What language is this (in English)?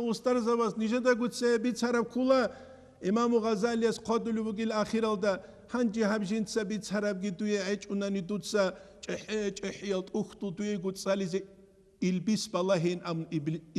Avaric